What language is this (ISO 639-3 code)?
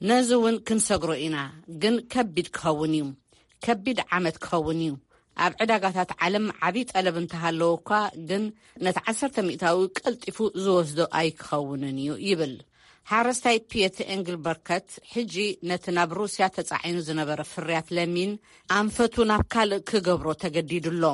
tir